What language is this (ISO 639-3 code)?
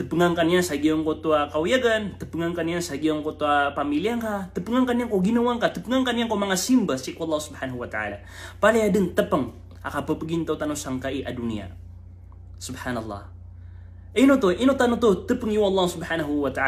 mrw